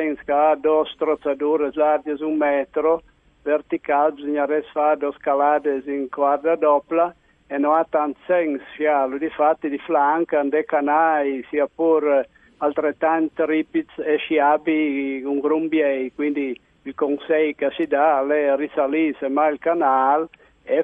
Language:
Friulian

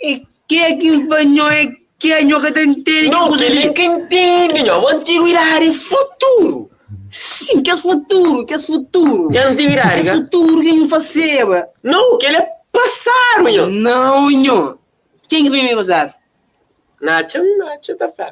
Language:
Kabuverdianu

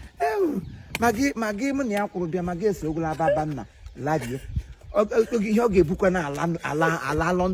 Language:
Igbo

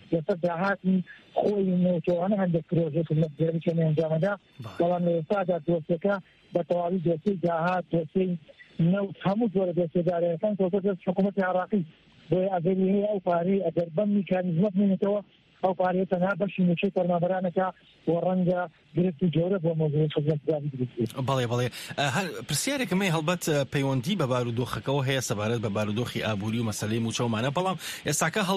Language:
Central Kurdish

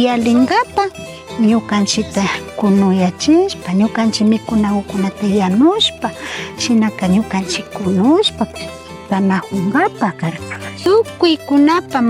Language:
Imbabura Highland Quichua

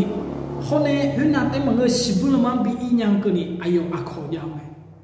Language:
Akha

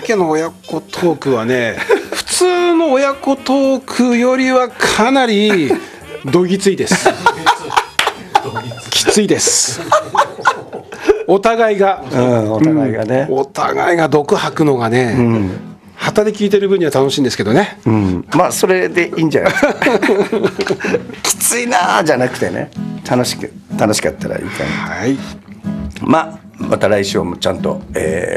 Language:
Japanese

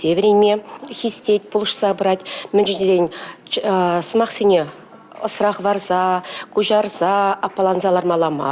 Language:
Chuvash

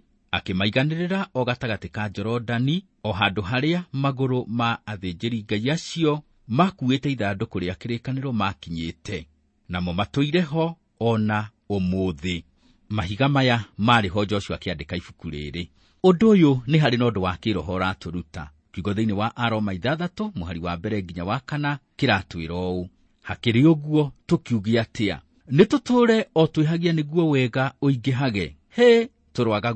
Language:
Kikuyu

